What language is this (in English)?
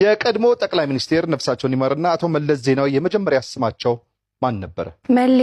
Amharic